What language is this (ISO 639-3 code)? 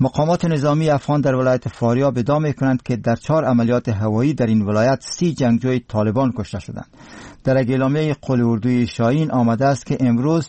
fas